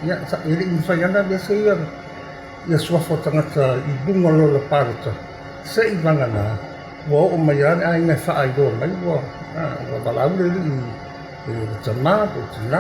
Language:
Samoan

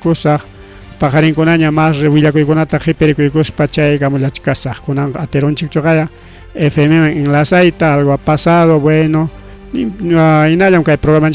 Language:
Ayacucho Quechua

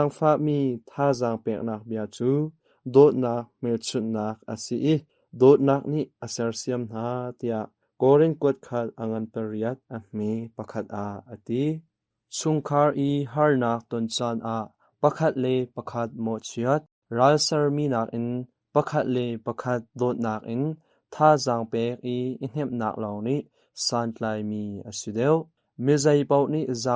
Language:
Hakha Chin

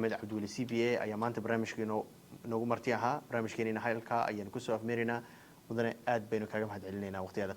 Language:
Somali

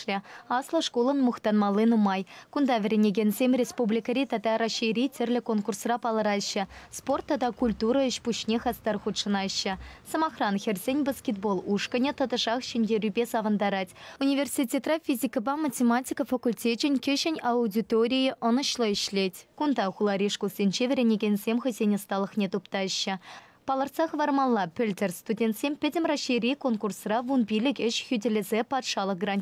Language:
Chuvash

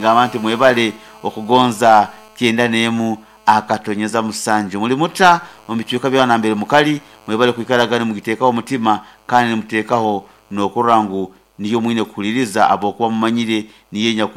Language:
Nyoro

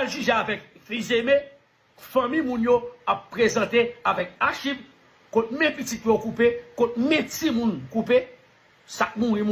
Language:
Haitian Creole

